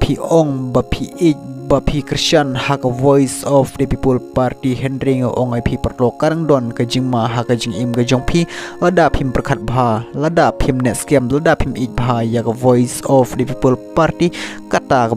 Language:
Khasi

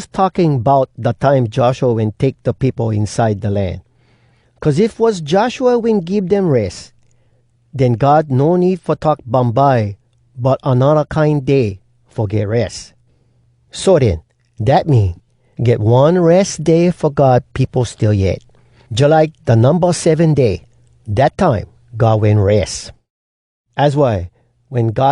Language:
Hawai'i Creole English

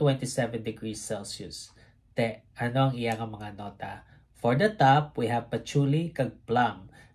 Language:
Hiligaynon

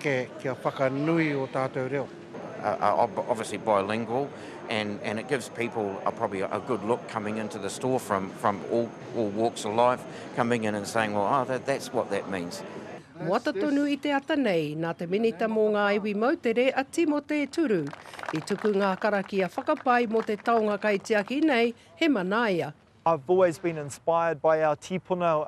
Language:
Māori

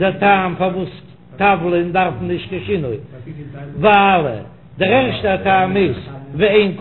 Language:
Yiddish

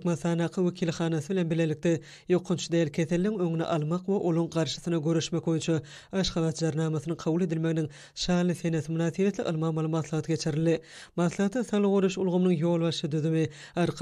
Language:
Turkmen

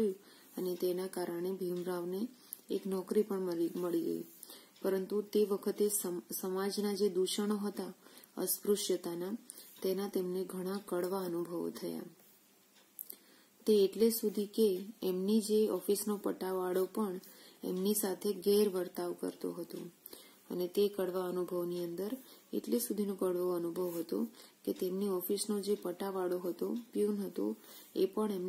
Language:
Gujarati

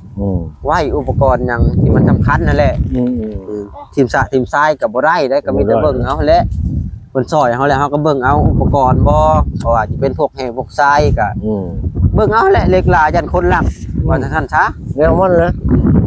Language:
Lao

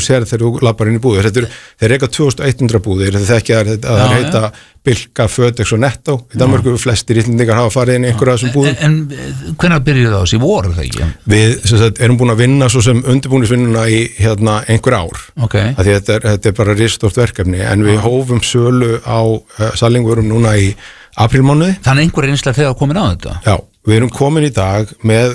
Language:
Icelandic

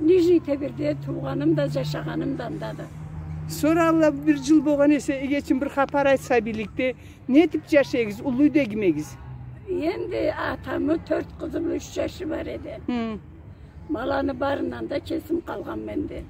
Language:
Karachay-Balkar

